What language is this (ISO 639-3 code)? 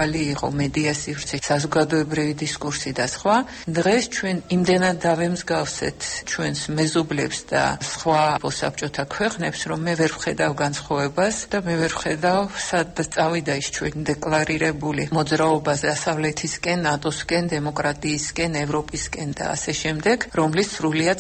kat